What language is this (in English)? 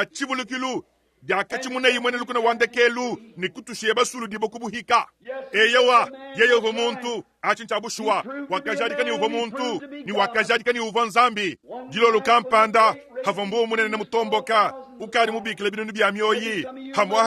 Luba-Lulua